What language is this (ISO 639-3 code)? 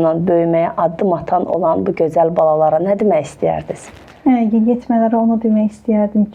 aze